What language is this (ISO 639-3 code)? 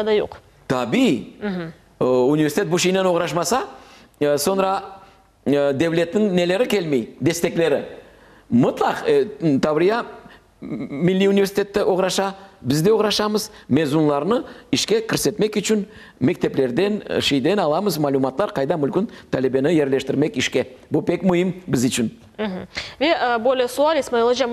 crh